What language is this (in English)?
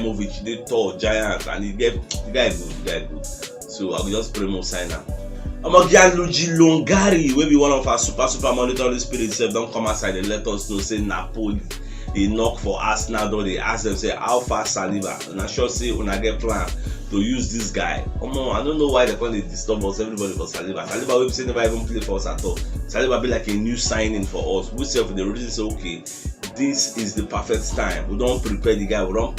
Nigerian Pidgin